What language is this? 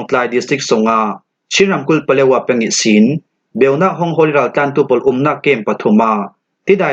Falam Chin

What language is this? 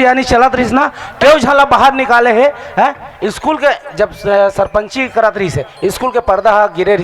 Chhattisgarhi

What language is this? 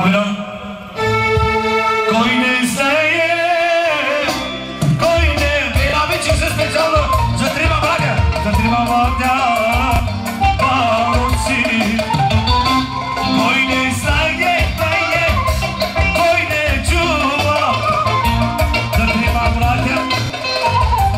Turkish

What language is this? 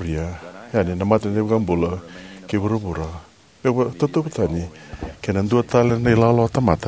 Fijian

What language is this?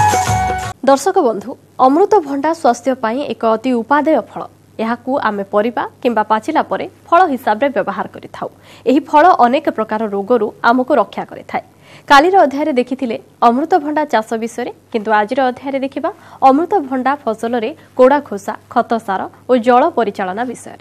Odia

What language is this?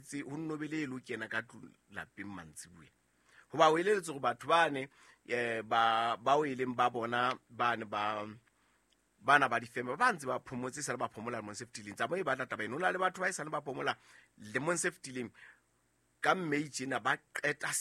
Southern Sotho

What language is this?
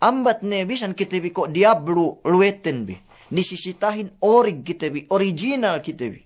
Yakan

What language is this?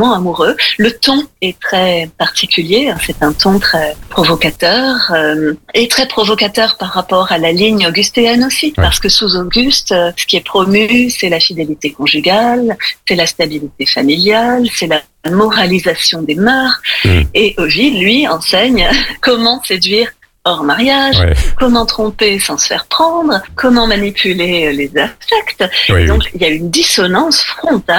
French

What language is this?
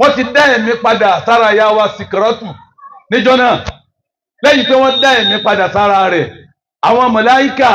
Yoruba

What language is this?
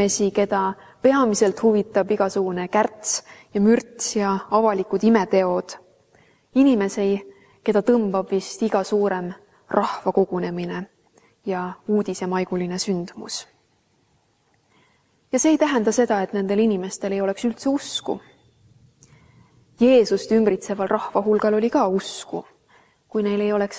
Estonian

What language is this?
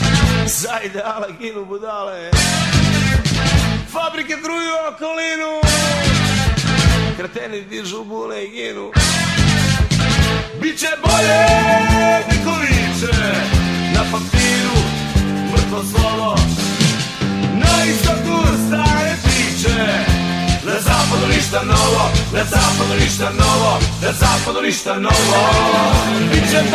Serbian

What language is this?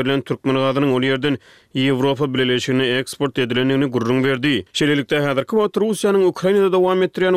Turkmen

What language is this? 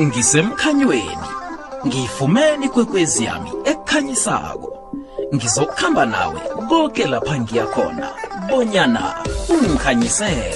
South Ndebele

